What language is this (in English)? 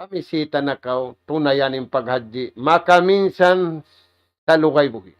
Tausug